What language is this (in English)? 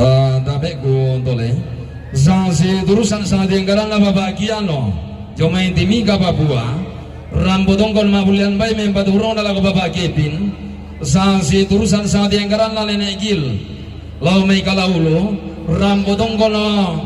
Toraja-Sa'dan